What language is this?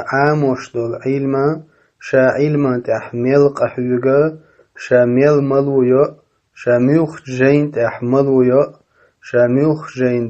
Chechen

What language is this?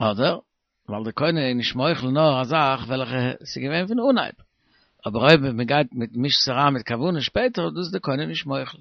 Yiddish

